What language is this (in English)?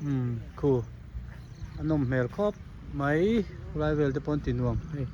Hmar